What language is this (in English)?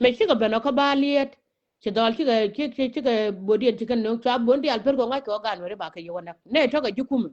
Nuer